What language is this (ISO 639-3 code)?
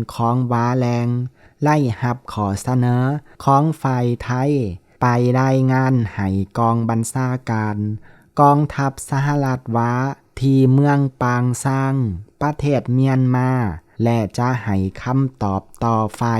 lao